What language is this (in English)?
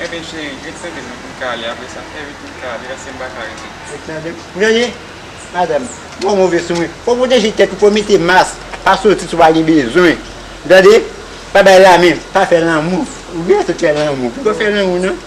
Haitian Creole